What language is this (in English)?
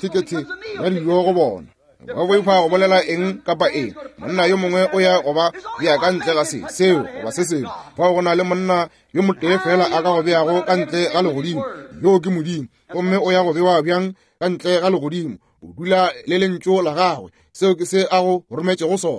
Northern Sotho